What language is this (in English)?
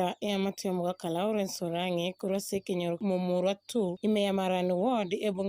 Gusii